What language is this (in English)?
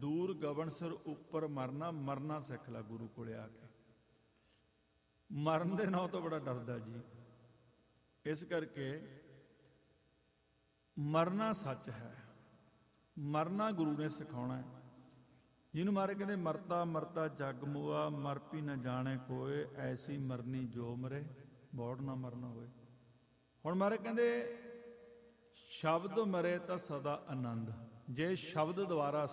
Punjabi